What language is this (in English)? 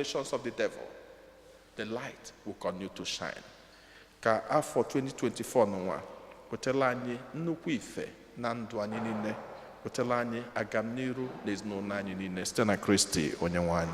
Igbo